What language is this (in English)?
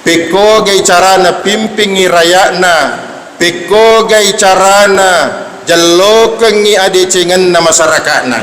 Buginese